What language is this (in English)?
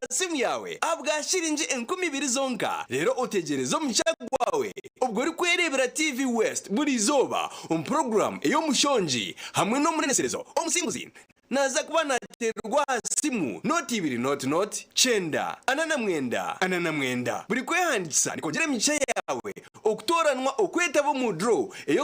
Nyankole